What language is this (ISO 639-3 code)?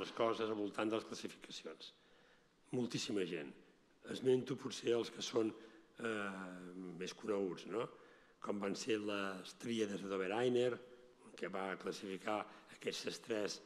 cat